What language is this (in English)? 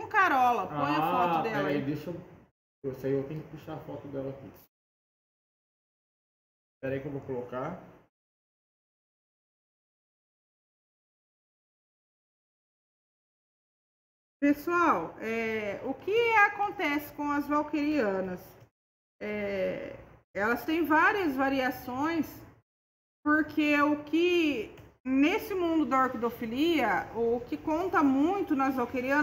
Portuguese